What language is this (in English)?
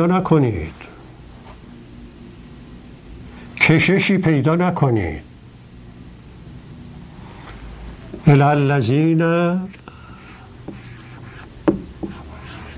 Persian